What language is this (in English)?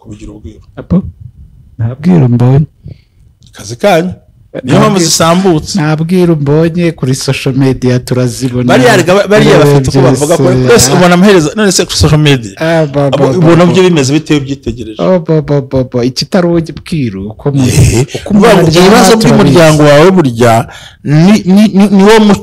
Kinyarwanda